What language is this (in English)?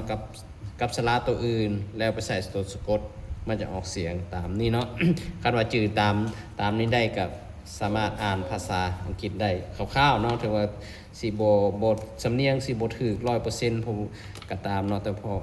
Lao